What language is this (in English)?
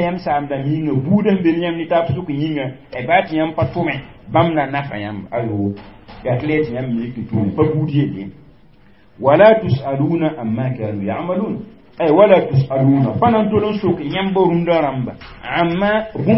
Mossi